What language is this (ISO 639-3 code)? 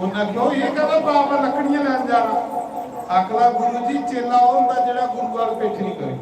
doi